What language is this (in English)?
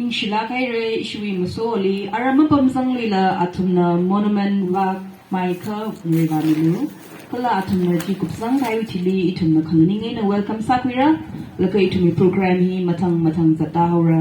Tangkhul Naga (India)